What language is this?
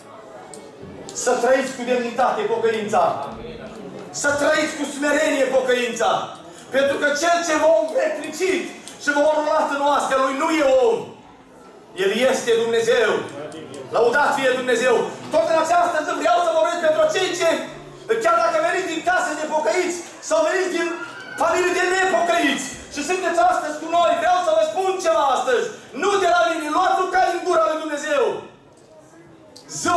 Romanian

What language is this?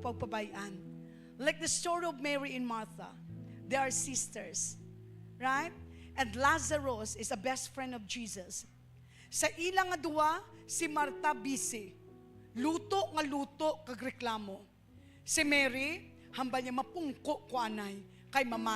Hiligaynon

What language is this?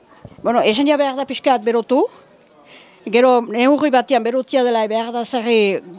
Basque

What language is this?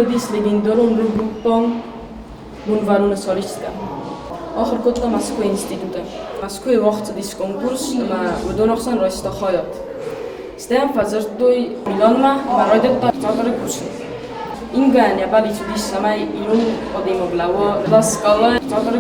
Ossetic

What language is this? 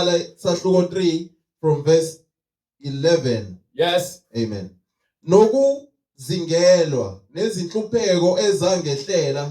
Zulu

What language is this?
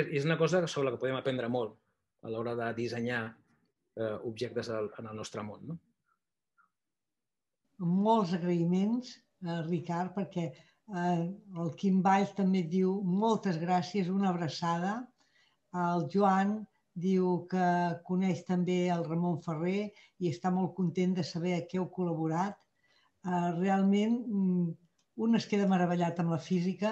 Catalan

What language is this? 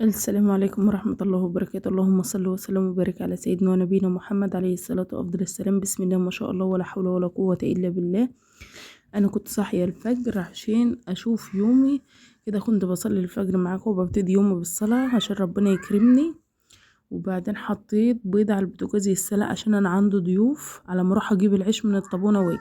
Egyptian Arabic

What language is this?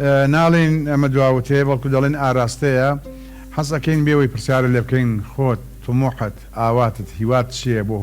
Central Kurdish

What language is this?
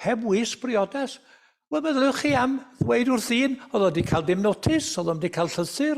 Welsh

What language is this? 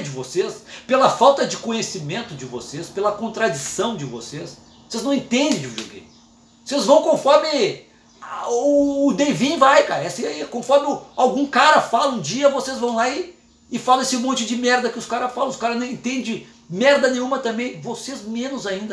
Portuguese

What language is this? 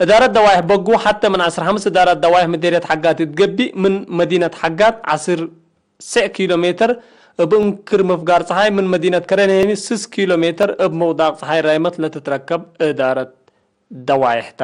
Tigre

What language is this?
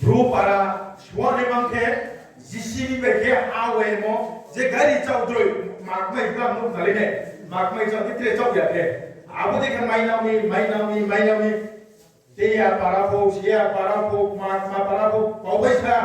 Riang (India)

